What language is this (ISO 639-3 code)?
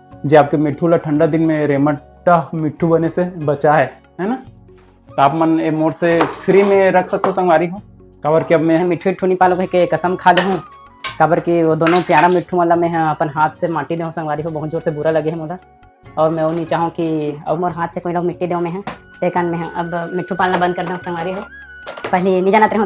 hne